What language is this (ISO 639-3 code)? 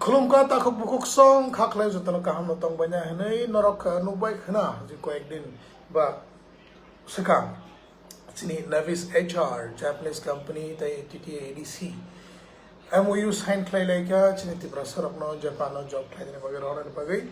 trp